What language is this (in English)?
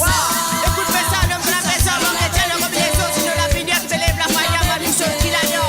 Morisyen